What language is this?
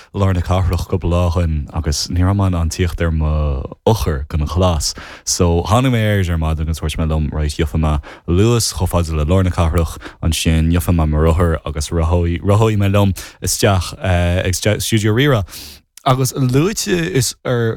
Irish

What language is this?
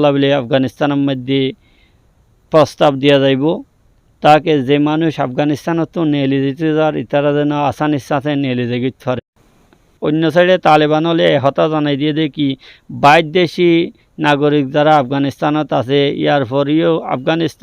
Rohingya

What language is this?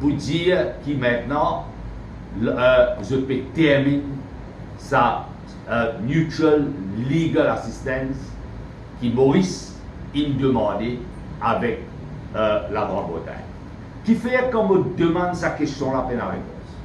Morisyen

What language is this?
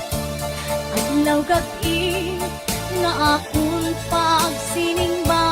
Waray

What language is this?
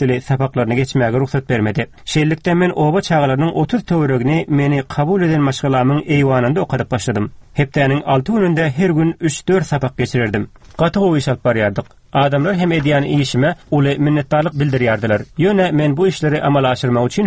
Turkmen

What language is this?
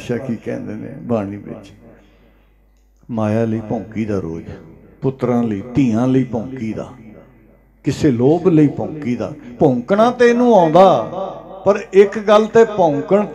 Punjabi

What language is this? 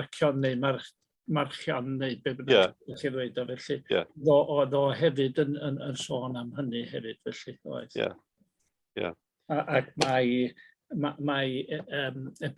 Welsh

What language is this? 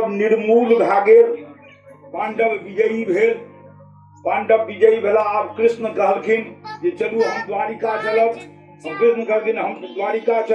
Maithili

